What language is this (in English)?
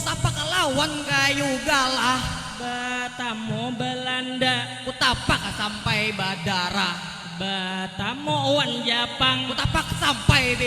Banjar